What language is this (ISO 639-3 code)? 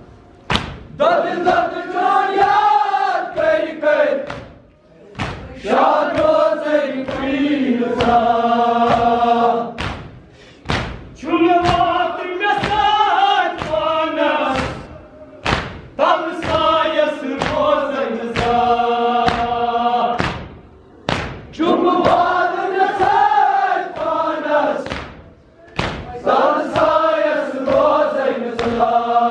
kas